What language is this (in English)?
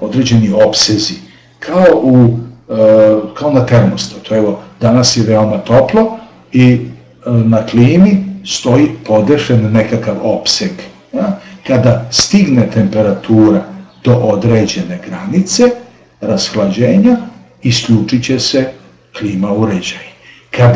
Serbian